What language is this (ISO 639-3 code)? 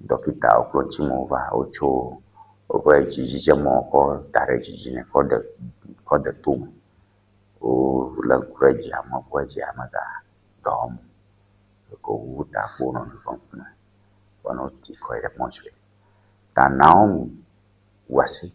ewe